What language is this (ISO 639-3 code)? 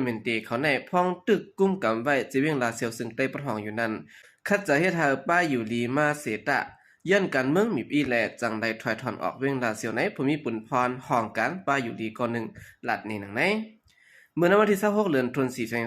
shn